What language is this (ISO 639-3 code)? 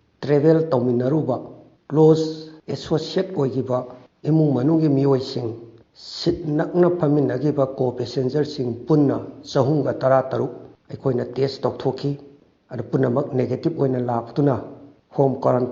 mni